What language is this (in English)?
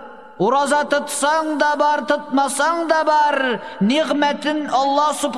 Tatar